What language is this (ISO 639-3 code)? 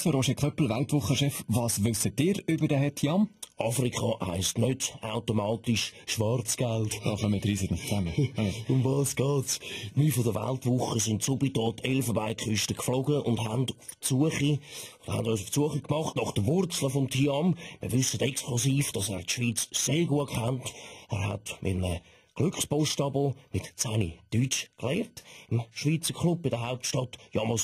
gsw